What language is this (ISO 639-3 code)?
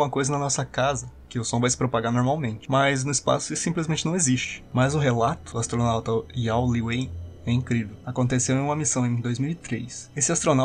por